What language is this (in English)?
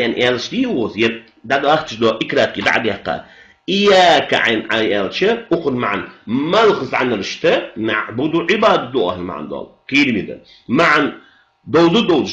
Ingush